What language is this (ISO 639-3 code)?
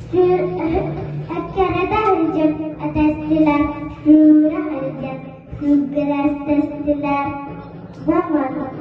sah